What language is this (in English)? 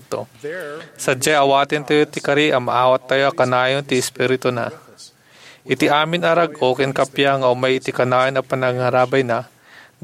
Iloko